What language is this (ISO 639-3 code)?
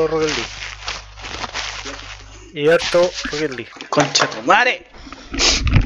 spa